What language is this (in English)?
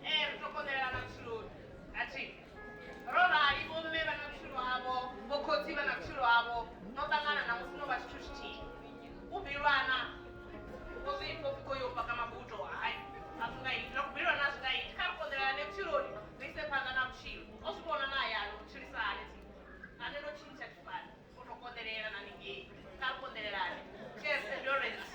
Venda